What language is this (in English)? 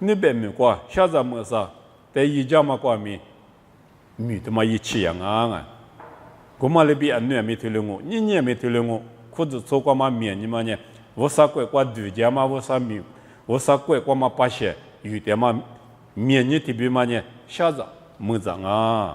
Lisu